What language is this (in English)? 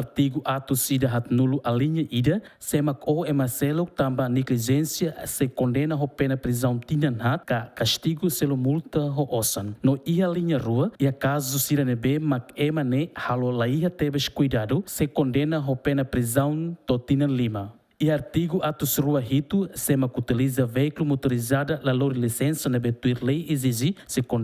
Tetum